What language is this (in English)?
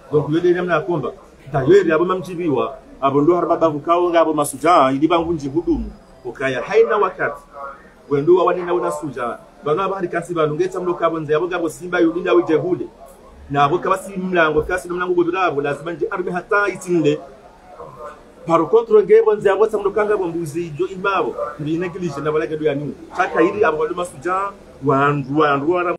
Swahili